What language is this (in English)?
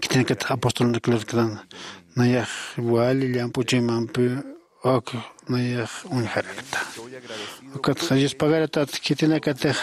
Aymara